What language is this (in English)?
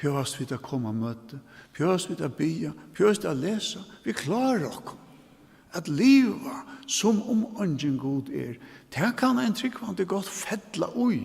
Faroese